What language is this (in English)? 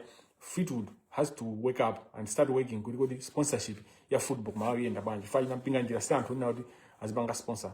Nyanja